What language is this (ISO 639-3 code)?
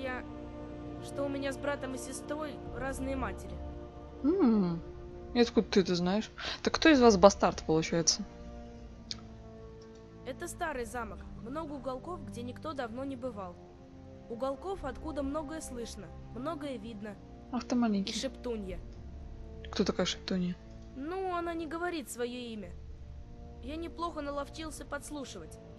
rus